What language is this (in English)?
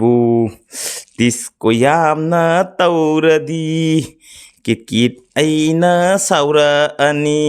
Manipuri